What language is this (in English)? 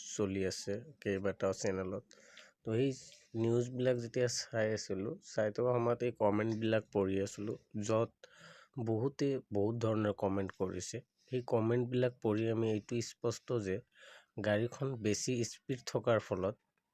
Assamese